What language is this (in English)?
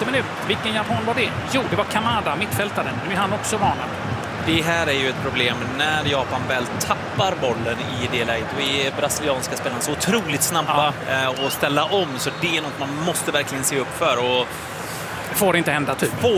Swedish